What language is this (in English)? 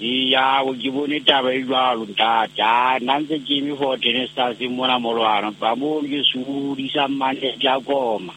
Southern Sotho